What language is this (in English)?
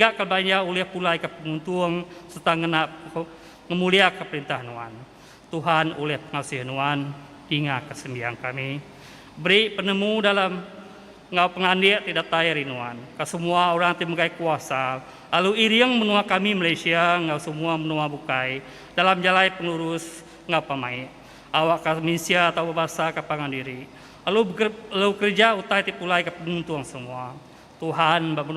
Iban